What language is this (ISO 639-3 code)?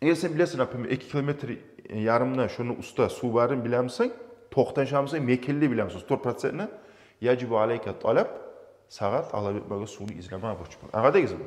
kum